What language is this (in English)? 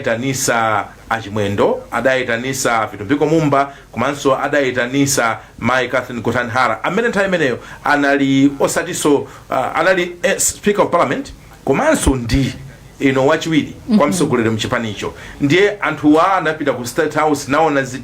Nyanja